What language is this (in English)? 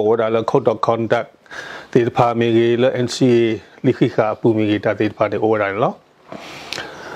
S'gaw Karen